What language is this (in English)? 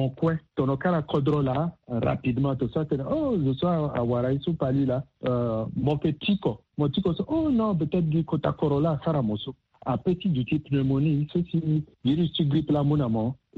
Sango